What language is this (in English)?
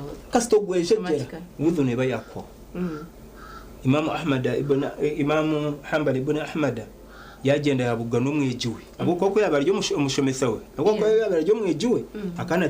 Nyankole